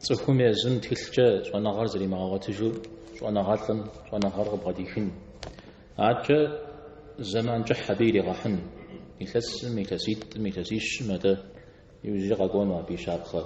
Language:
Kabardian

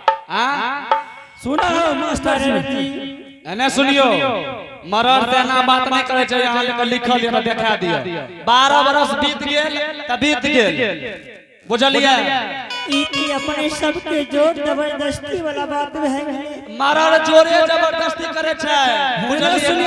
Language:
Angika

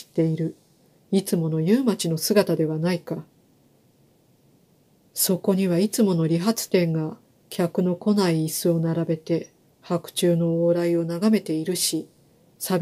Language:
Japanese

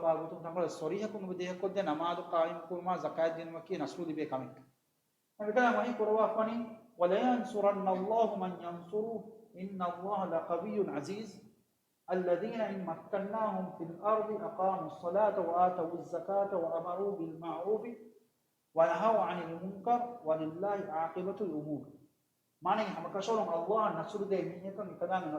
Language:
Divehi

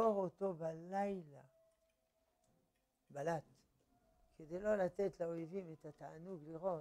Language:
Hebrew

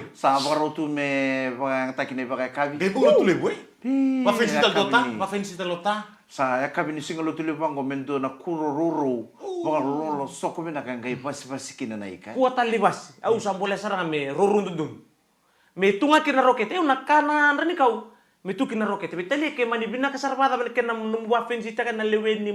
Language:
Fijian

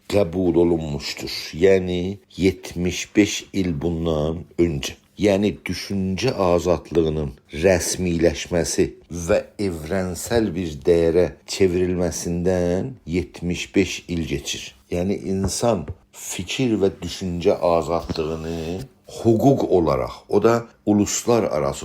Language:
South Azerbaijani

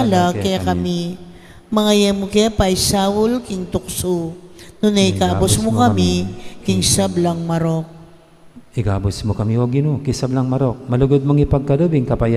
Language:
Pampanga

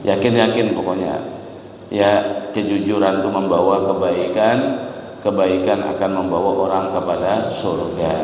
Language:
Banjar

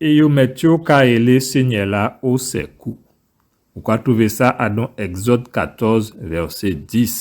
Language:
Guadeloupean Creole French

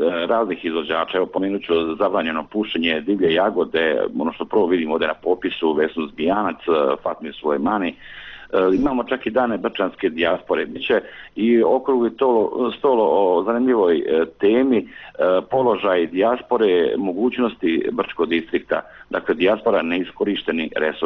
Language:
Bosnian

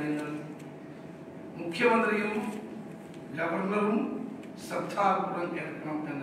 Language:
Malayalam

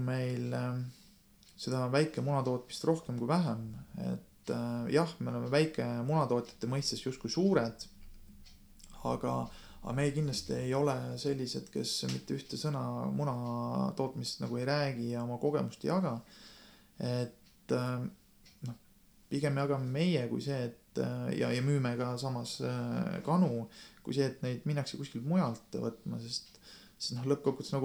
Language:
Estonian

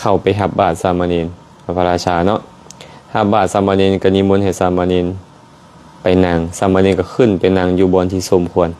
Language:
Lao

